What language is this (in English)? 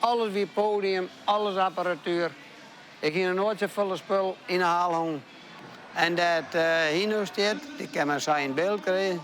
Western Frisian